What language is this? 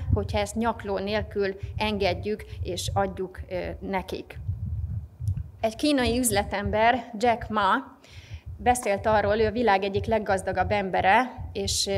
Hungarian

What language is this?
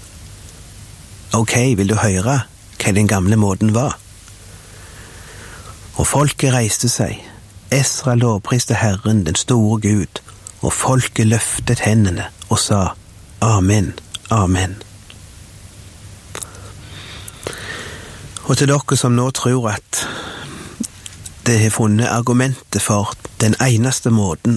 Norwegian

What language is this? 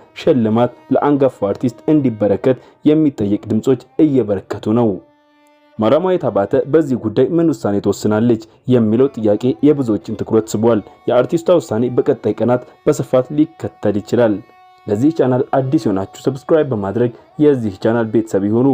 Amharic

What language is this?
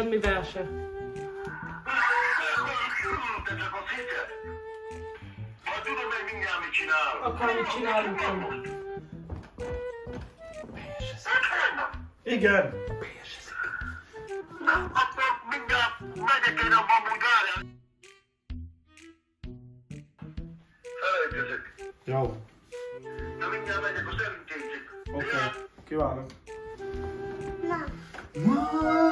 Hungarian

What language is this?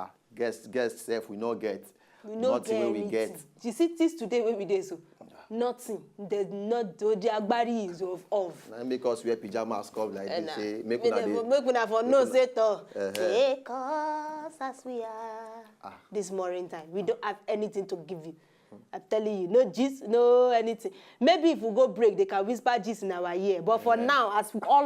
Nigerian Pidgin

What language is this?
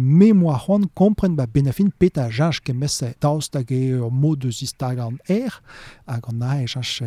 Breton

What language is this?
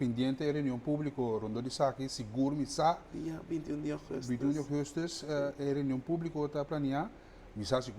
Papiamento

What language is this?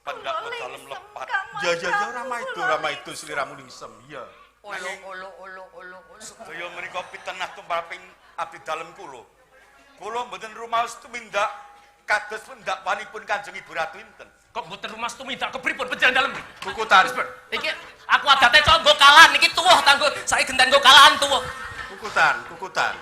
Javanese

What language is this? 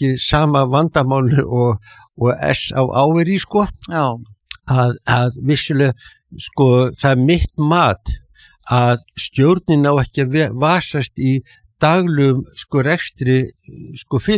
Icelandic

